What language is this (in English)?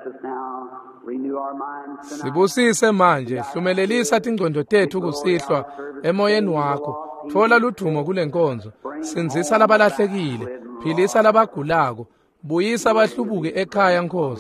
Swati